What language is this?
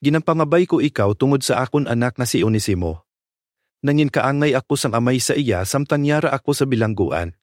Hiligaynon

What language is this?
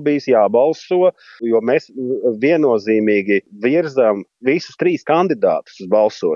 Latvian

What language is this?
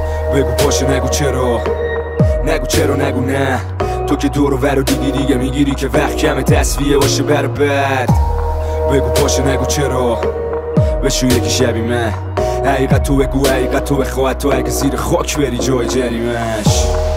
Persian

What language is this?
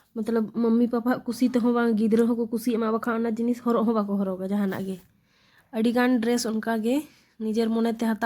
Santali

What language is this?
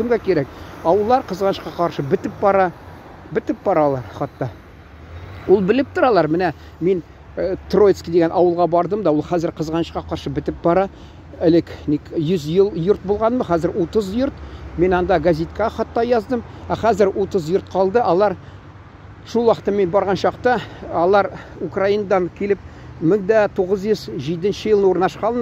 Tatar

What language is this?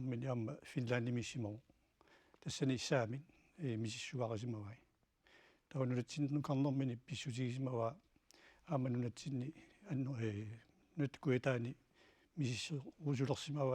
Kalaallisut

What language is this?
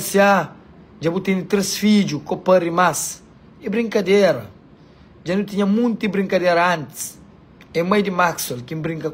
Kabuverdianu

